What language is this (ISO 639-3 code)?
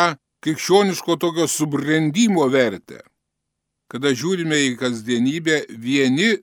lit